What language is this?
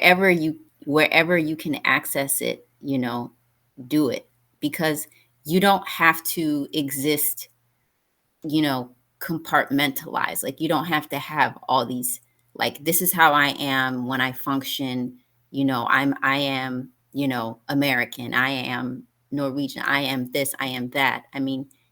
English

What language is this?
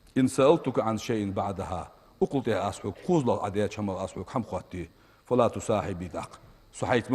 Ingush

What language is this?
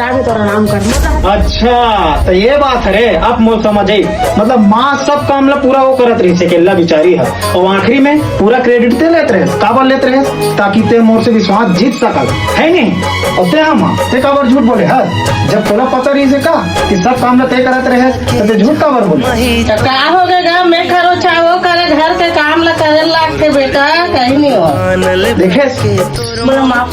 Chhattisgarhi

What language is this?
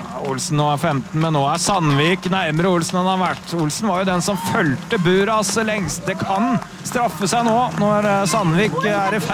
Norwegian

